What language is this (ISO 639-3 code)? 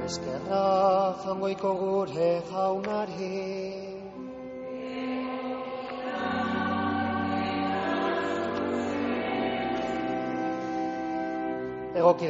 eus